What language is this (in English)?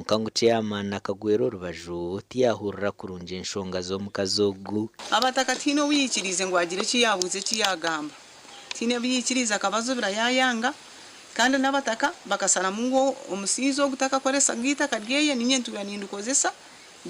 Nyankole